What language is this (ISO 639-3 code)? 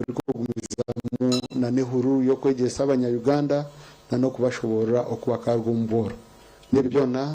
nyn